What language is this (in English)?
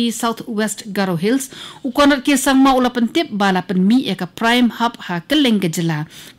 Khasi